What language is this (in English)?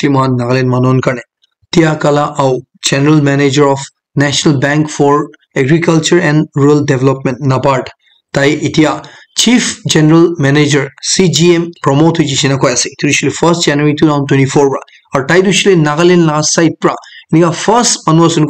Naga Pidgin